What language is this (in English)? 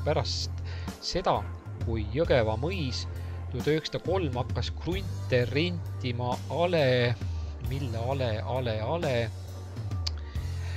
Estonian